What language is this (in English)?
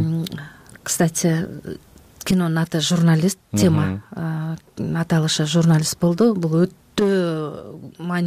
Kyrgyz